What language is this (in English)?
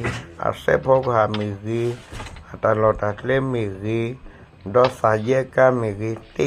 S'gaw Karen